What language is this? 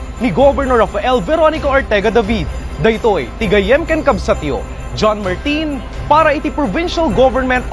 Iloko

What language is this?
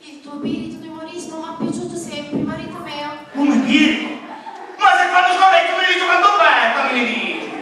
Sicilian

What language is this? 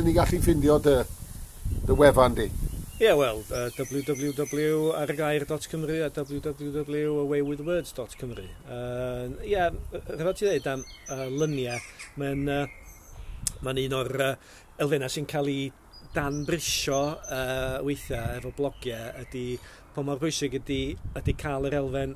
Welsh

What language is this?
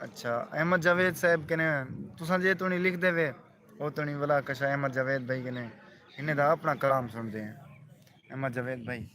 Saraiki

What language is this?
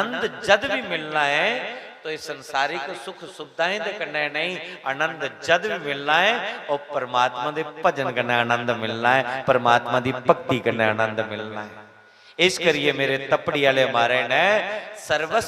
Dogri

